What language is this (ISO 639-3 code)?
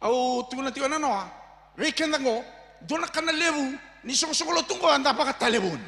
fij